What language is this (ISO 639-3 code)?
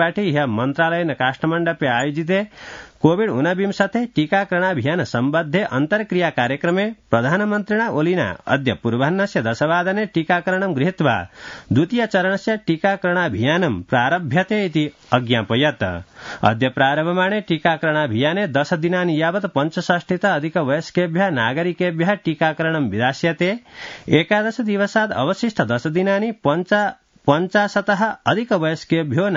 san